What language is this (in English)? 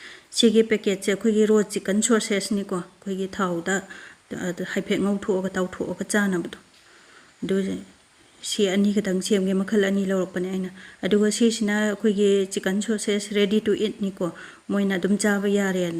Manipuri